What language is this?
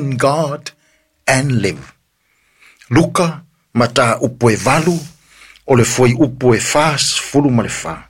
Samoan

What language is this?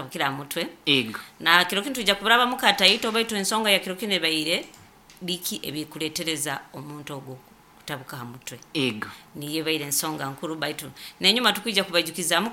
Nyoro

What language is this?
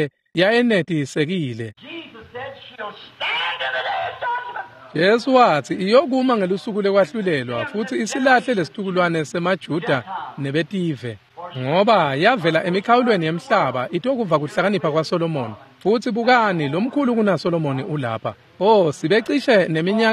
Swati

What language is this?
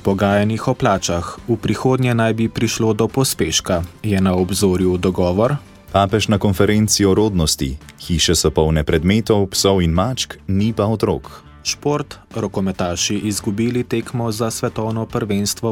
Slovenian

